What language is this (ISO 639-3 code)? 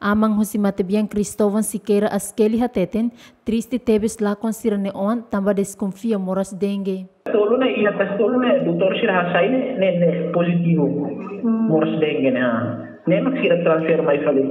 tet